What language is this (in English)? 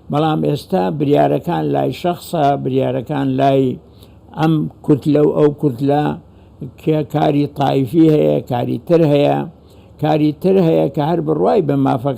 Central Kurdish